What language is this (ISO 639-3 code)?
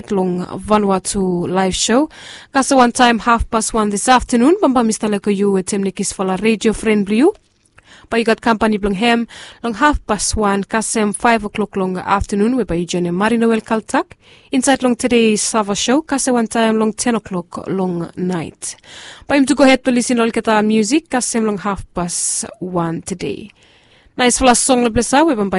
bis